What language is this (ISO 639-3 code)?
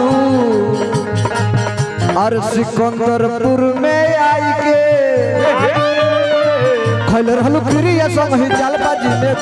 bho